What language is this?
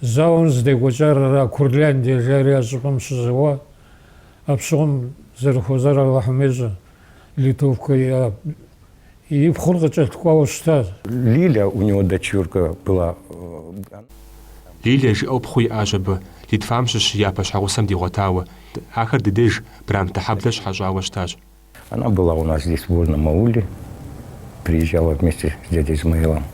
Kabardian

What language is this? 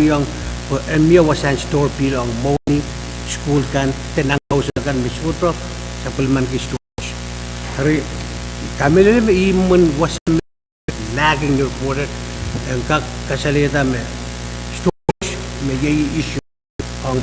Pohnpeian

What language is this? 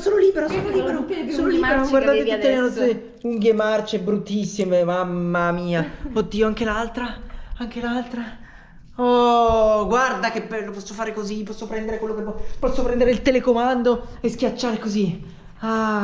Italian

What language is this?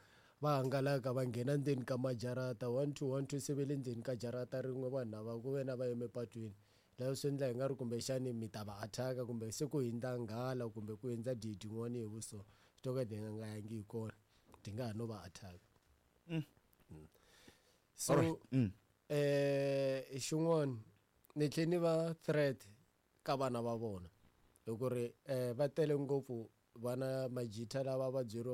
Tsonga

